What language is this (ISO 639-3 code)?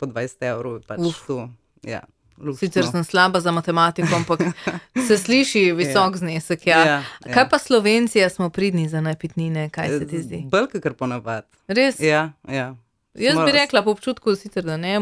slv